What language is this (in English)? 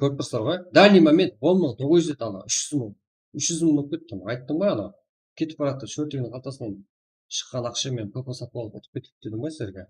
Kara-Kalpak